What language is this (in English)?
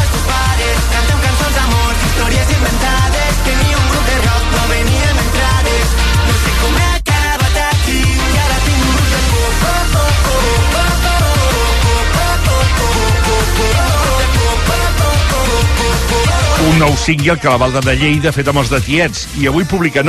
Catalan